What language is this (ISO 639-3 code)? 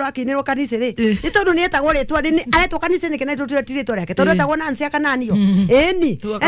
kik